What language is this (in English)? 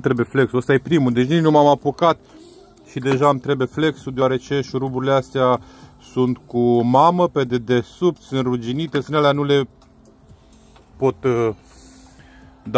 Romanian